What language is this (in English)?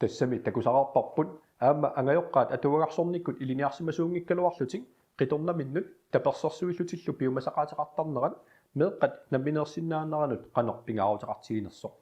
Kalaallisut